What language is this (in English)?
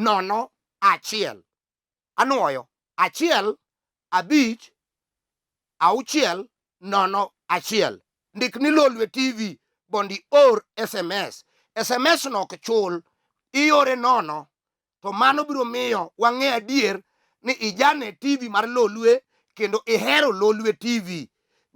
Luo (Kenya and Tanzania)